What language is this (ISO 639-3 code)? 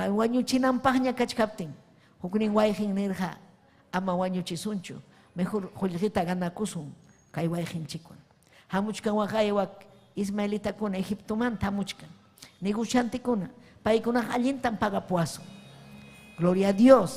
quy